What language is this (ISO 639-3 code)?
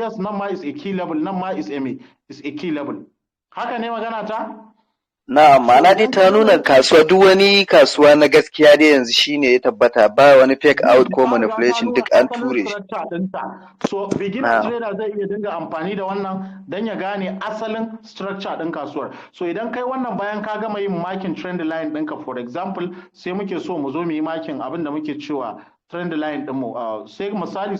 hau